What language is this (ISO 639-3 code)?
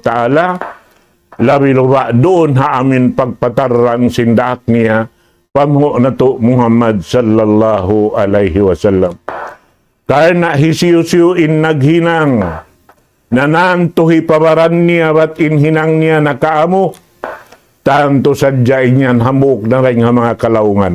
tsg